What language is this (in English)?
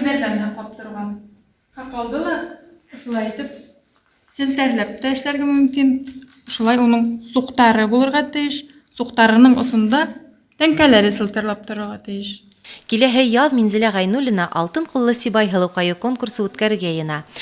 Bashkir